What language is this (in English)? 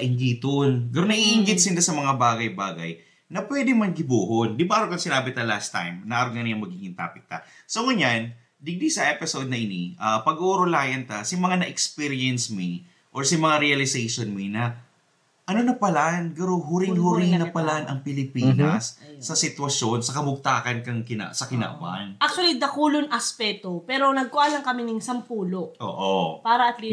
Bikol